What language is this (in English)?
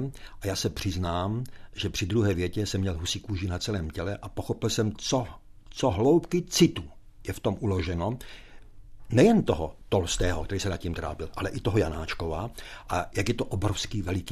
Czech